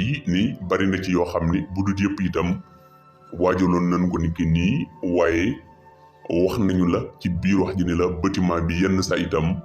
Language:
Wolof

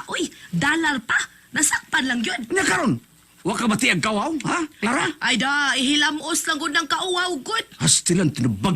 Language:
Cebuano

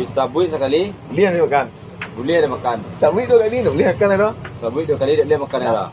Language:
Minangkabau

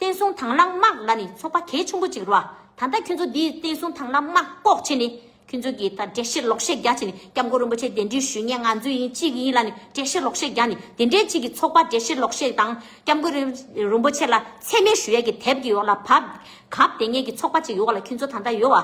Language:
Tibetan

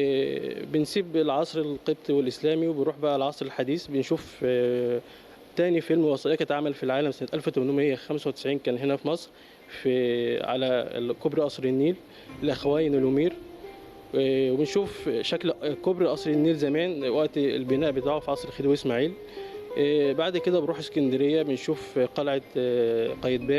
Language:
Egyptian Arabic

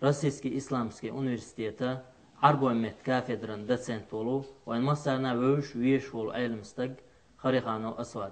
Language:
Chechen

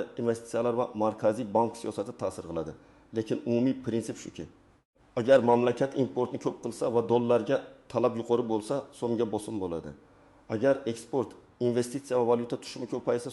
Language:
Uzbek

